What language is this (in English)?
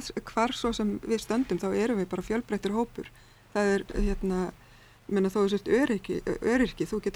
Icelandic